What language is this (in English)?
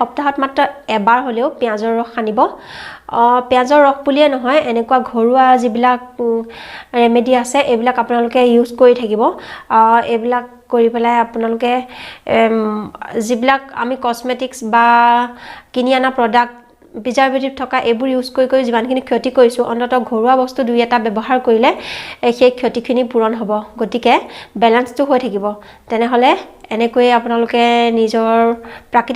Assamese